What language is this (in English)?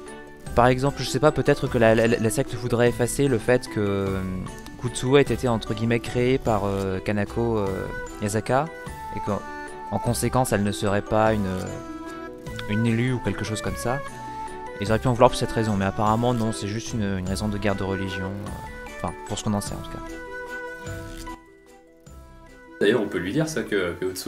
French